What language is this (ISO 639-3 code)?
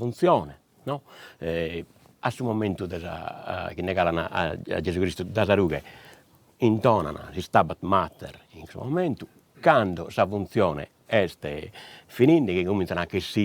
srd